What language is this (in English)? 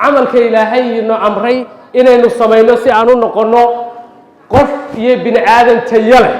Somali